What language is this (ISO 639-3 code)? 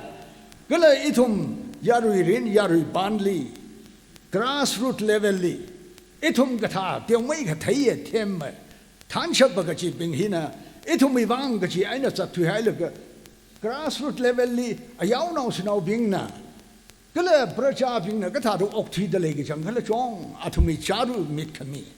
nmf